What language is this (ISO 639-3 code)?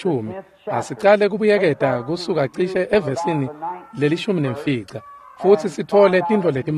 ssw